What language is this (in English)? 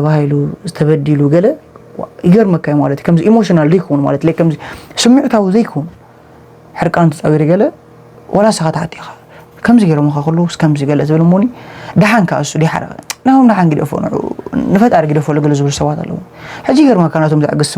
Tigrinya